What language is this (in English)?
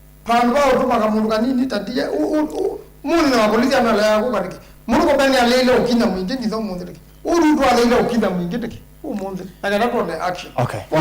Kamba